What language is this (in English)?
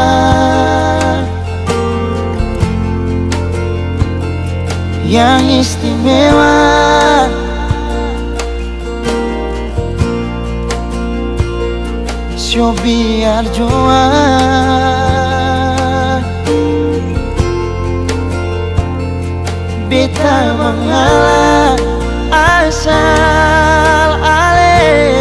Ambonese Malay